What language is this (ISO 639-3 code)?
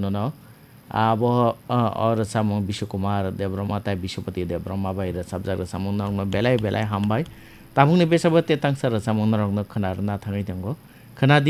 trp